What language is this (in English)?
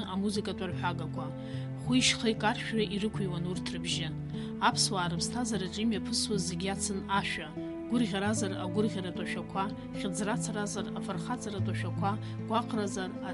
Abkhazian